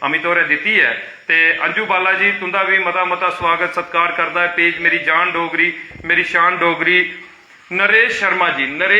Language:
Dogri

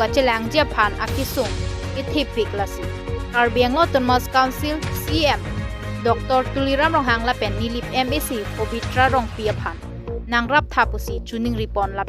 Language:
Karbi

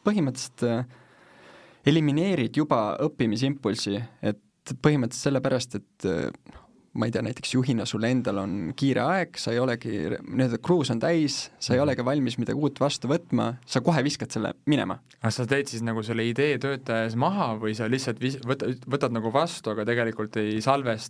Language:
Estonian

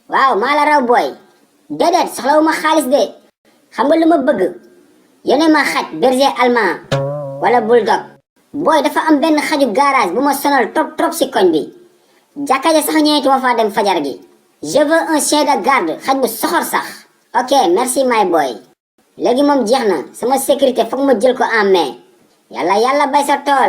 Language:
Wolof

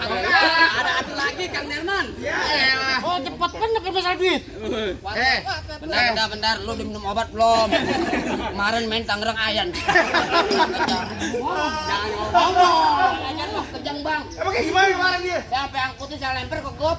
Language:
Betawi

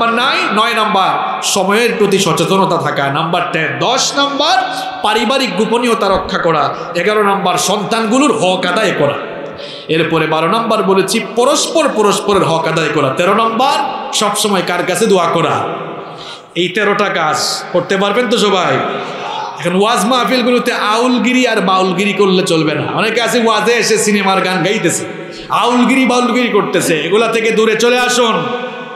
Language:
Bangla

